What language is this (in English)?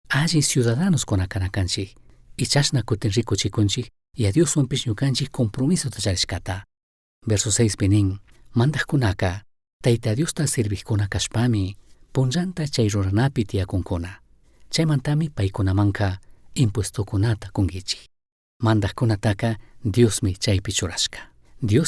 Chimborazo Highland Quichua